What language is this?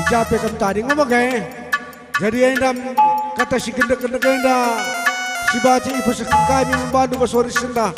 Batak Karo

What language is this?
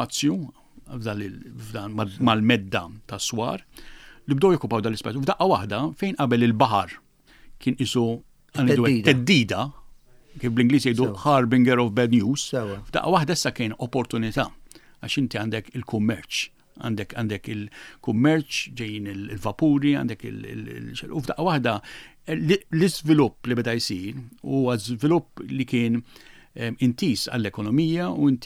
Maltese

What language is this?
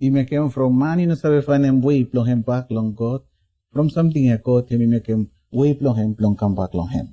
Bislama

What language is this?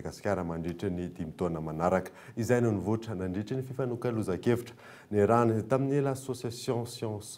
Malagasy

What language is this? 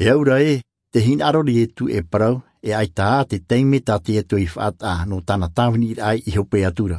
Tahitian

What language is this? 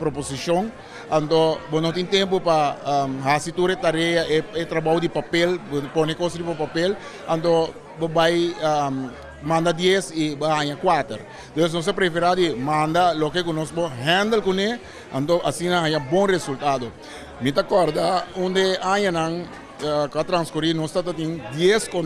Papiamento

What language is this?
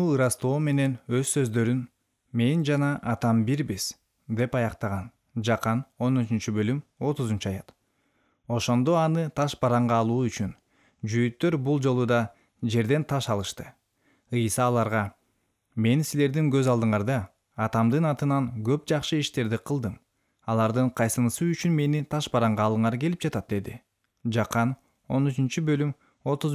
Kyrgyz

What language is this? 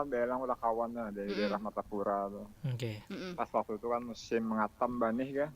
Banjar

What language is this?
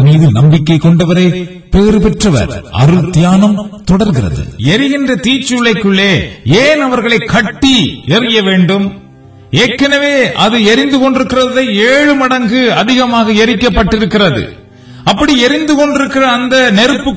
Tamil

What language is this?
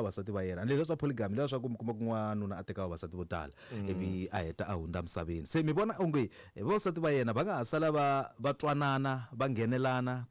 Tsonga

